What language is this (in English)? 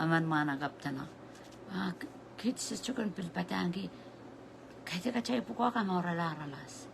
Pohnpeian